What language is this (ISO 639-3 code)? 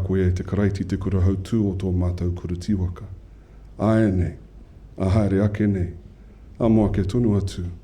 mri